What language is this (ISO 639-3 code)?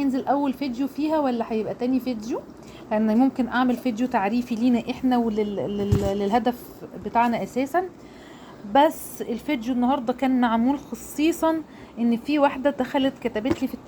arz